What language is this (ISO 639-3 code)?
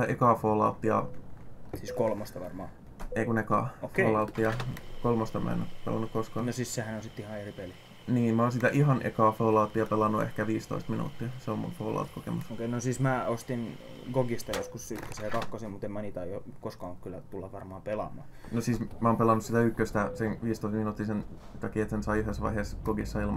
fin